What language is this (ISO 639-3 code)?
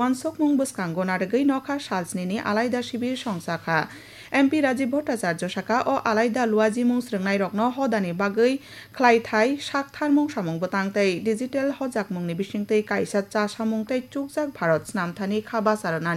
trp